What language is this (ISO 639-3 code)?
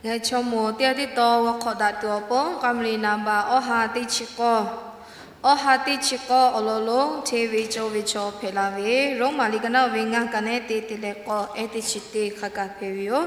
lhu